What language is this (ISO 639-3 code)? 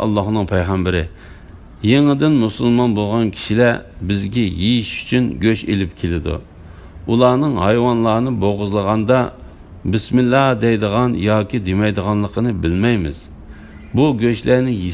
uig